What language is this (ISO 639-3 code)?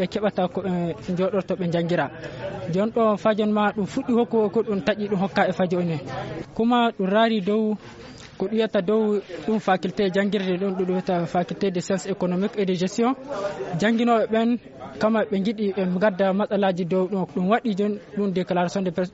ful